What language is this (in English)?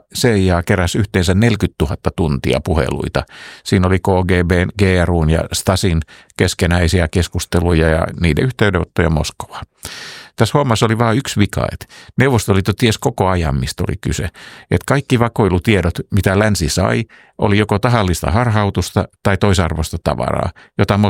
Finnish